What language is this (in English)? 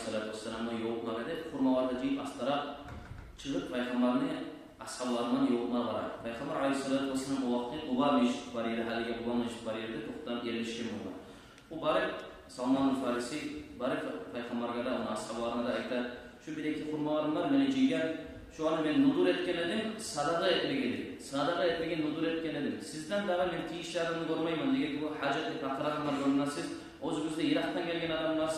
Kumyk